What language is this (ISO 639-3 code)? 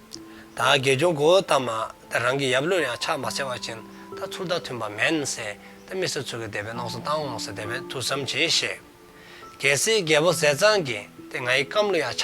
dzo